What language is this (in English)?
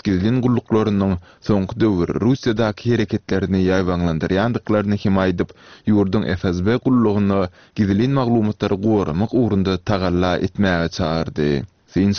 Turkmen